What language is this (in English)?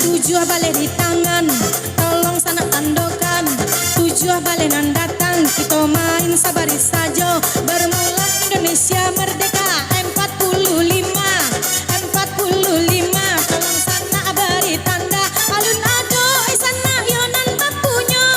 Minangkabau